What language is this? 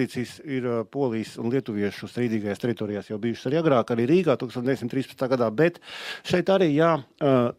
Latvian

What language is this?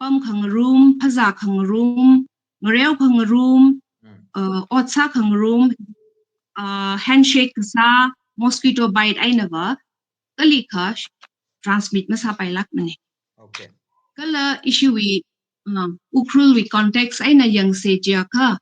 Tangkhul Naga (India)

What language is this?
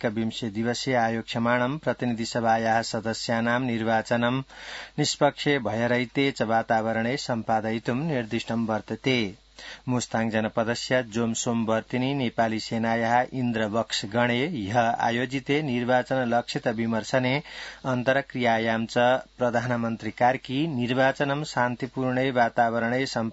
Sanskrit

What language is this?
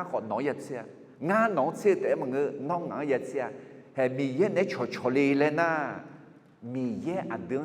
Akha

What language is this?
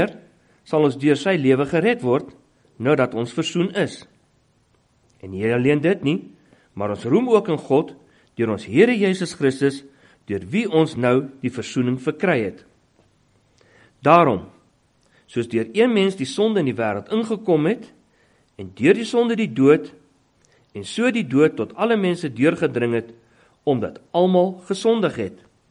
Afrikaans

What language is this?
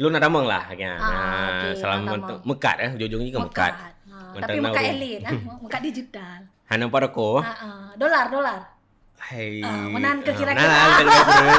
Achinese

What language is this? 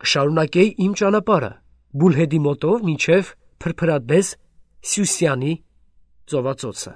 Armenian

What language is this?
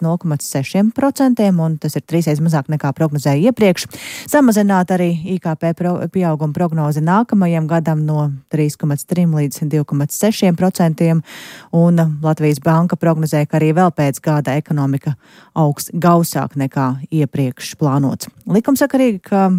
Latvian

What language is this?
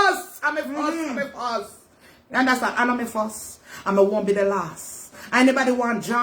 Jamaican Creole English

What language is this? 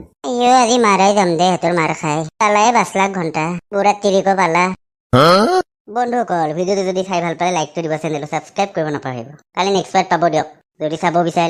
Assamese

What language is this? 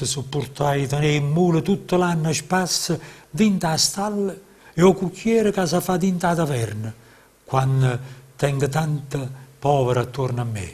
Neapolitan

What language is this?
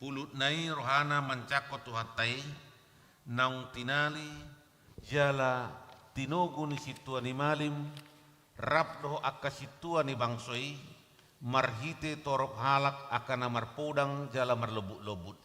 Batak Toba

